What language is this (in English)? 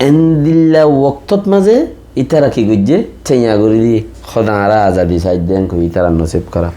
Rohingya